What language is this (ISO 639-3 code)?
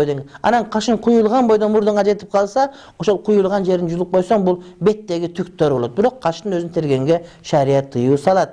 kir